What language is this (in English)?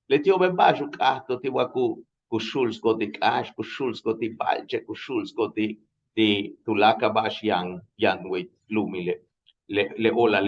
Yucateco